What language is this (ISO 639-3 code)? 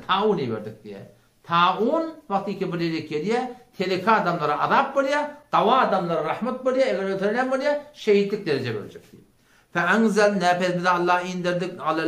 tuk